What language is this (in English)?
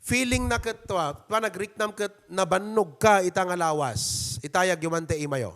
Iloko